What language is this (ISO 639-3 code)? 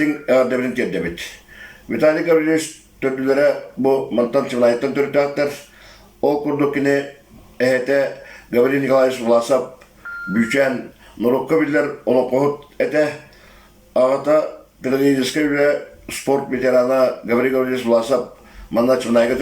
sah